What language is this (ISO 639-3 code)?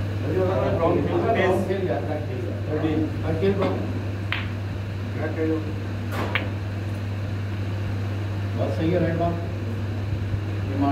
hin